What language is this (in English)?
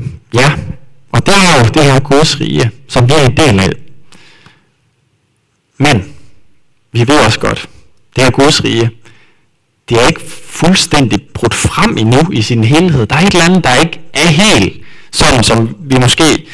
Danish